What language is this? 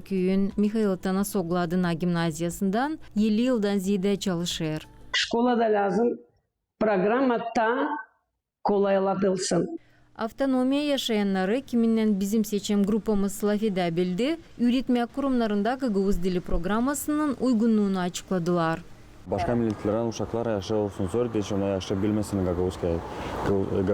Gagauz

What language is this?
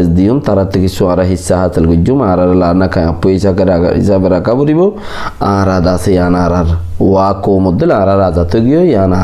Rohingya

